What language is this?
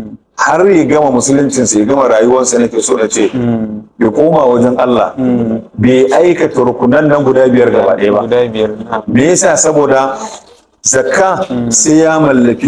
Hausa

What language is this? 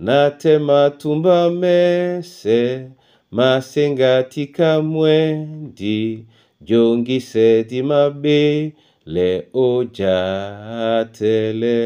Duala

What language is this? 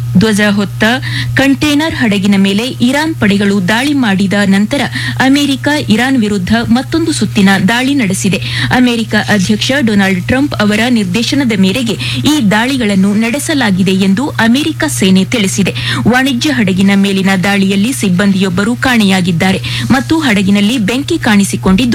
Kannada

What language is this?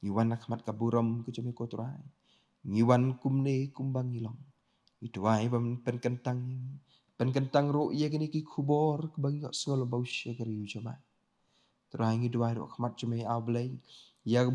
Khasi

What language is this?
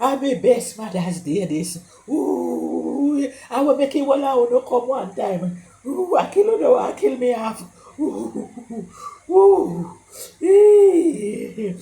Jamaican Creole English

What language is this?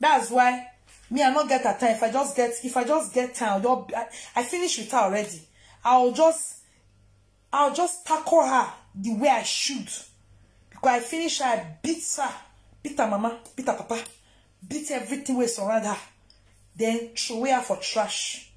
Nigerian Pidgin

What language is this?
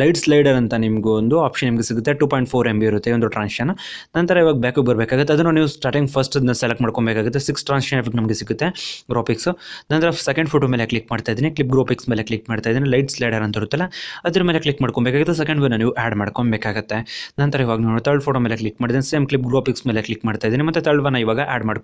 Kannada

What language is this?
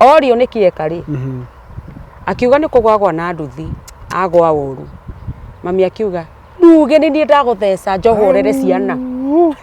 Kikuyu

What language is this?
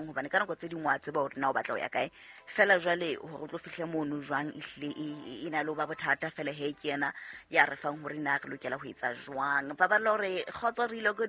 Southern Sotho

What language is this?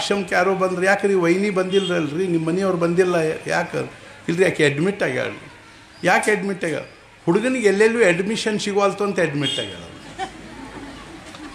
Kannada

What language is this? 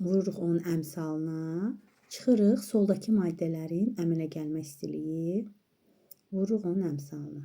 Azerbaijani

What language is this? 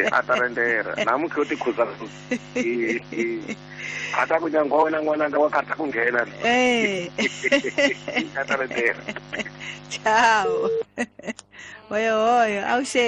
Tsonga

